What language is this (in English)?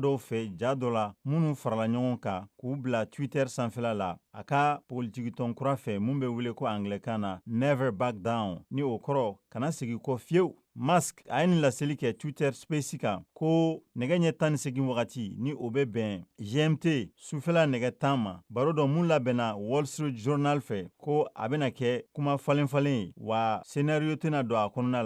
Bambara